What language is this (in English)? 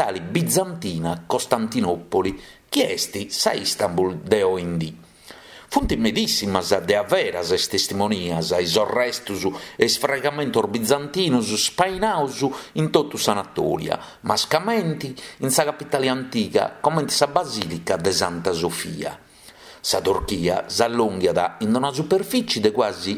Sardinian